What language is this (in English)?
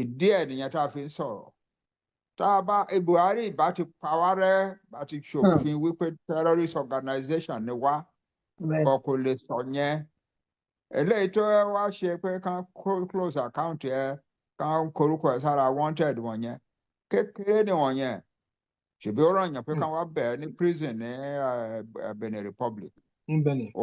Yoruba